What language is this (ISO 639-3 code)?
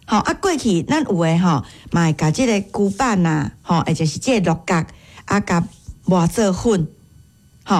nan